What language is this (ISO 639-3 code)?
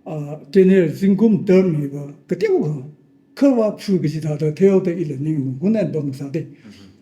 nmf